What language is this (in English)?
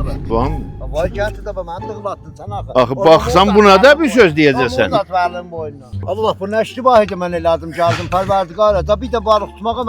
South Azerbaijani